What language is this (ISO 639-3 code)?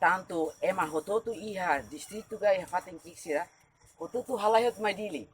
tet